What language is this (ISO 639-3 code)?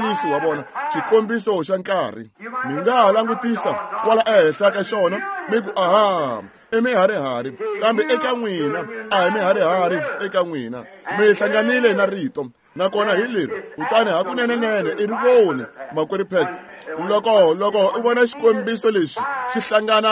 tso